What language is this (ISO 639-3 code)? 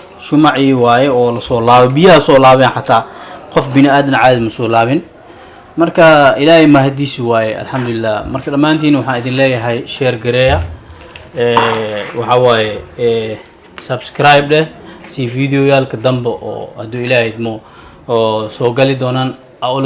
som